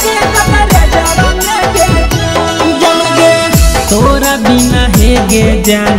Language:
Bhojpuri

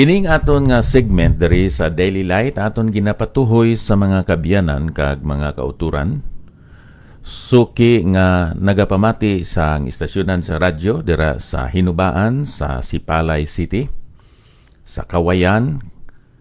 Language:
Hiligaynon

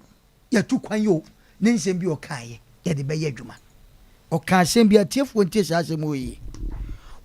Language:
Akan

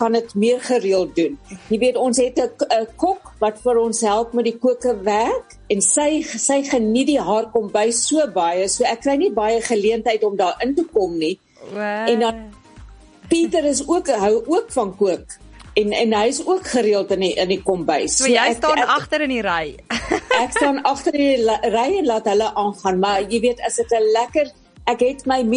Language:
Afrikaans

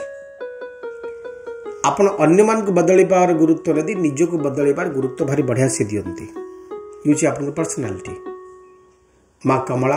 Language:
Odia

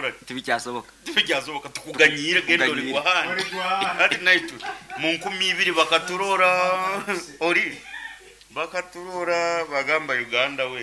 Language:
Nyankole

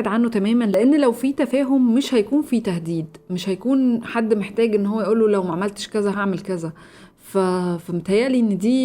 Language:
Egyptian Arabic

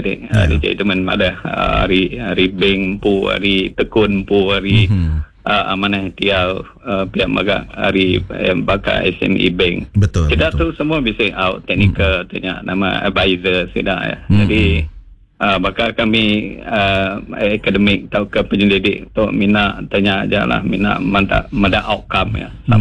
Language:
Iban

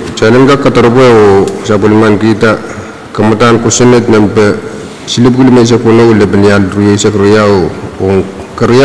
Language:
Pohnpeian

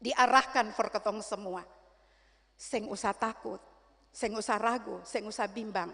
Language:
Ambonese Malay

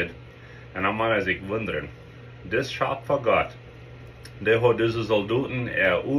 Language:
Plautdietsch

